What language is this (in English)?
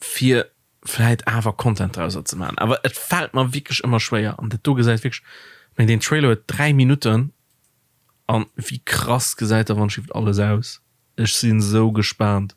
Luxembourgish